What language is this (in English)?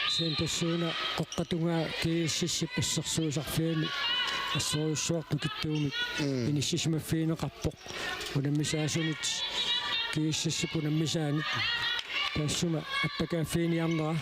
Kalaallisut